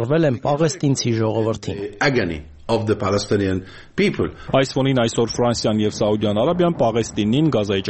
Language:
Armenian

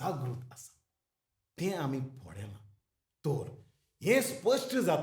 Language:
Konkani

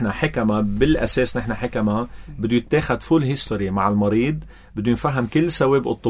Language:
North Levantine Arabic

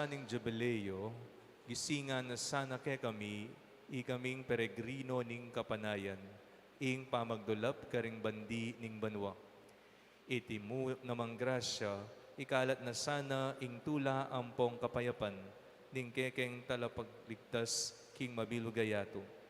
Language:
Pampanga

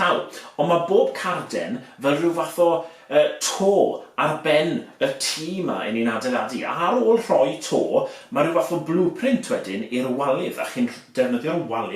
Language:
Welsh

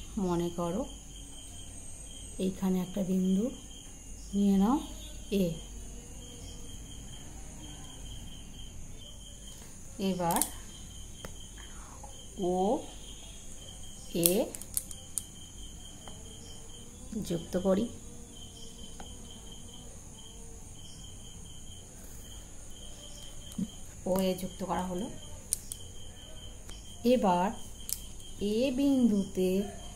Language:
Bangla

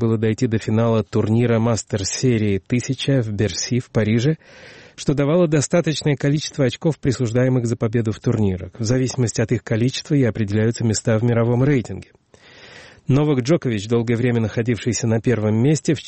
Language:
Russian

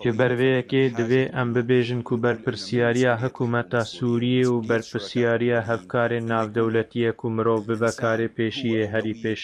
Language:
Kurdish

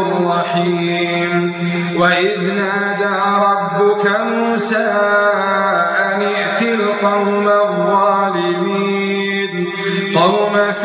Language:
Arabic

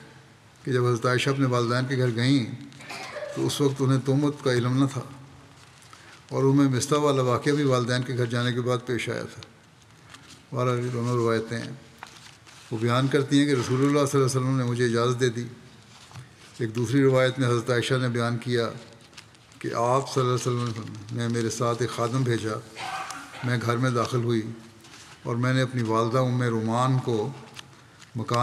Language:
Urdu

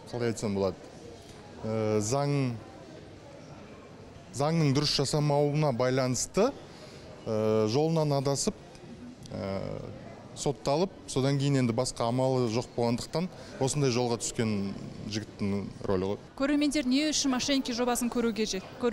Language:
Kazakh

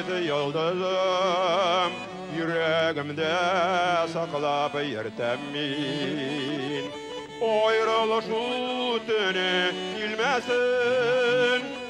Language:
Tatar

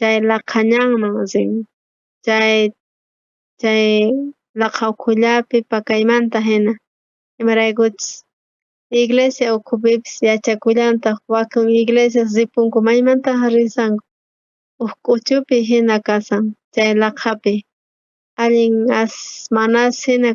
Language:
South Bolivian Quechua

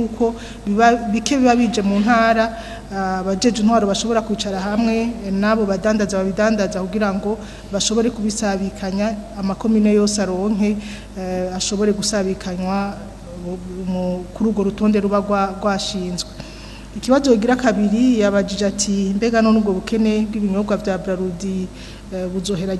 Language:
Rundi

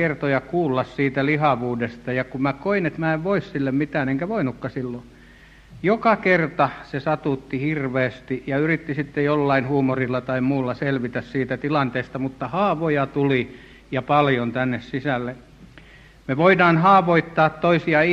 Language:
Finnish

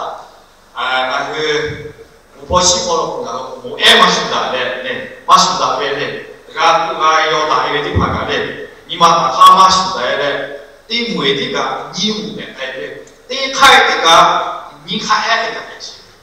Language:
Lahu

